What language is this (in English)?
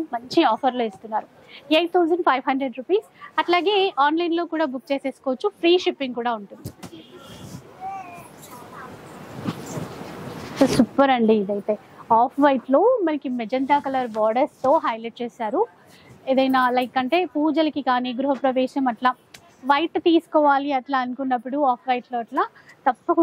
Telugu